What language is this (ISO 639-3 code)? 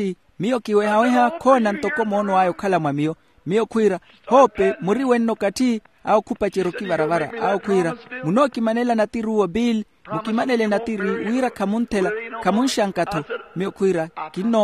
vmw